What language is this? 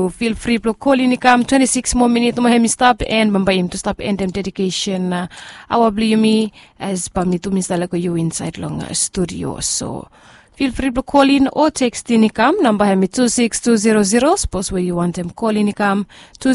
Bislama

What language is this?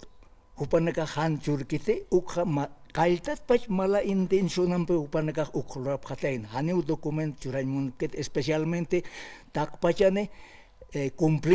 Aymara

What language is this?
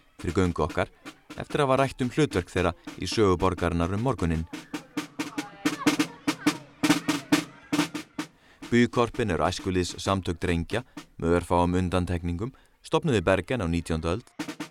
Icelandic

